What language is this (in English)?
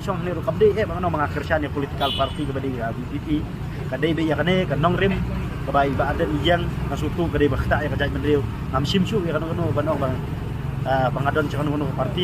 Khasi